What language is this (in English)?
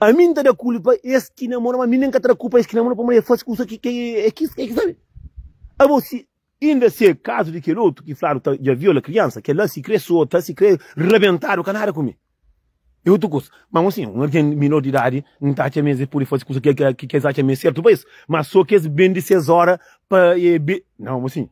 Kabuverdianu